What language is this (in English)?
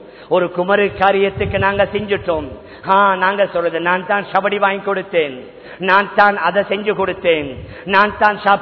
Tamil